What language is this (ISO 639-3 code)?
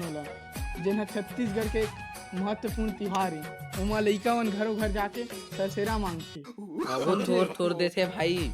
hne